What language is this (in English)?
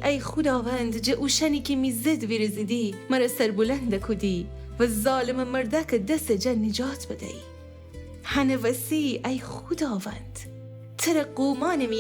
Gilaki